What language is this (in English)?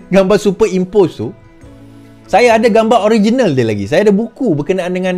Malay